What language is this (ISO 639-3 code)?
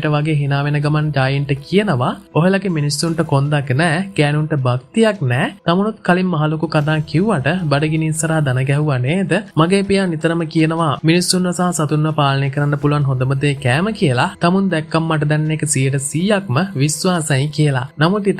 sin